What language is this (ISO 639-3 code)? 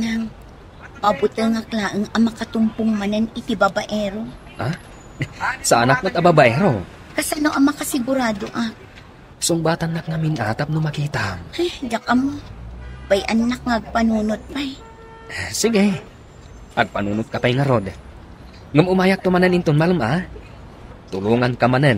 ilo